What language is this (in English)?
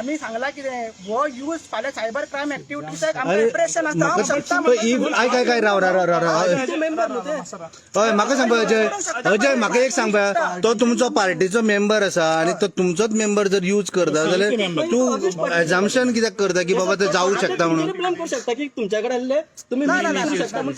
Konkani